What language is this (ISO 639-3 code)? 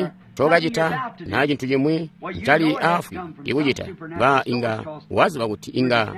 toi